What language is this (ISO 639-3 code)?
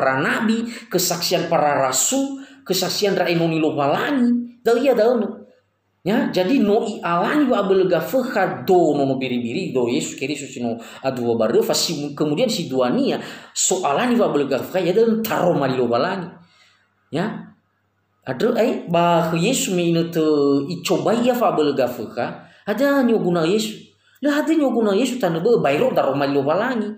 nia